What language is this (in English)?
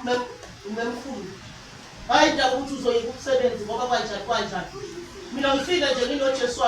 Zulu